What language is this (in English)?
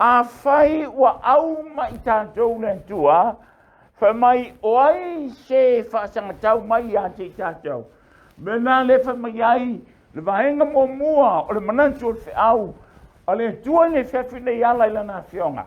Samoan